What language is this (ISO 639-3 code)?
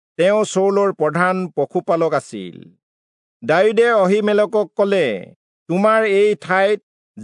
asm